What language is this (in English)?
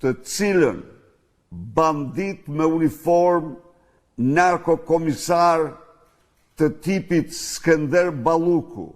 Albanian